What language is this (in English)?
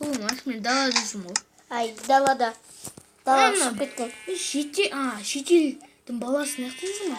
Kazakh